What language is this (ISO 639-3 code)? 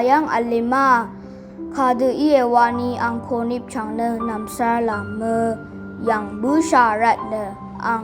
raw